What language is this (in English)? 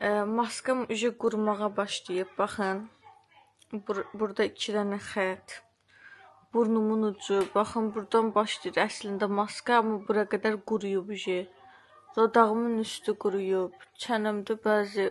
Azerbaijani